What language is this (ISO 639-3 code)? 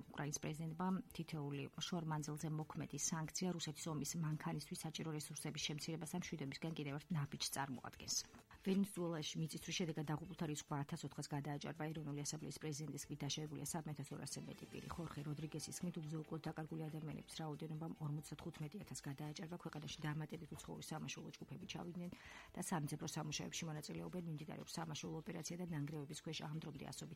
kat